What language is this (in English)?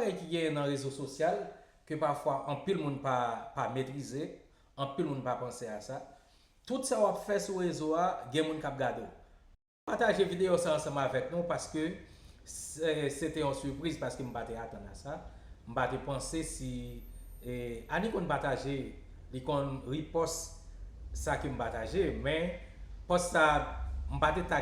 Haitian Creole